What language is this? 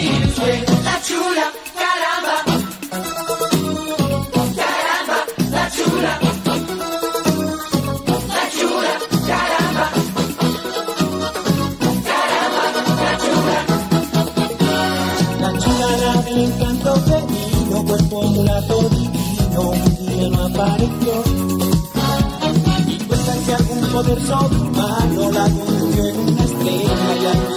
Spanish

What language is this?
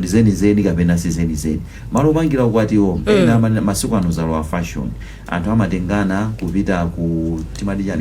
Nyanja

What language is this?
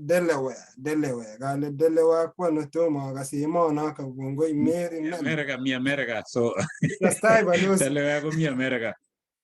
Kalenjin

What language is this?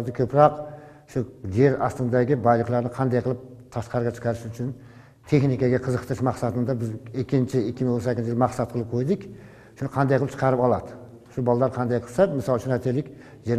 Kyrgyz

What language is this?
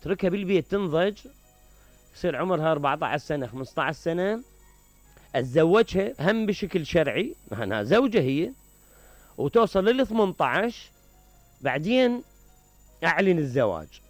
Mesopotamian Arabic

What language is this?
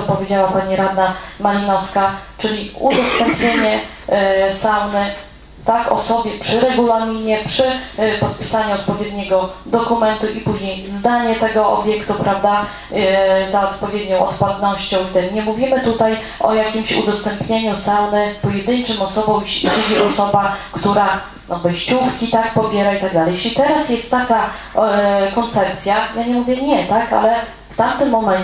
Polish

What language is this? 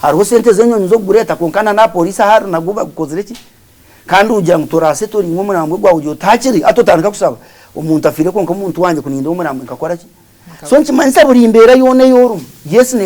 Nyankole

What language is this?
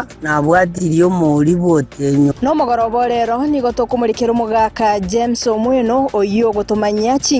Gusii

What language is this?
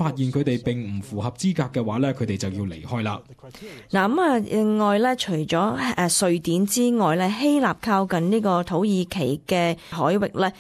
Cantonese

